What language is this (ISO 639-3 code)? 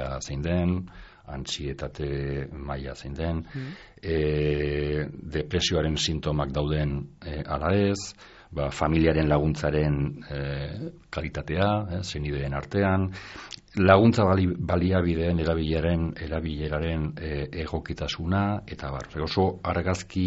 eus